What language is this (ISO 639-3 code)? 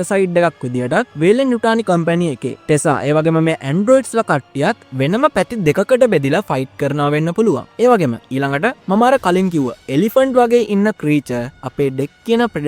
sin